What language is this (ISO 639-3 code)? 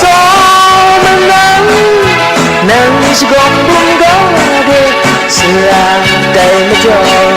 kac